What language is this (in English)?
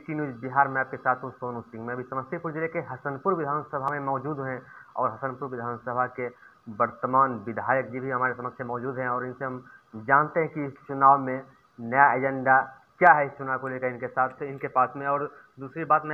Hindi